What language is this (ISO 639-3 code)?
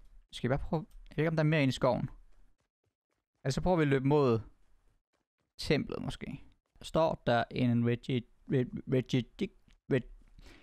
dan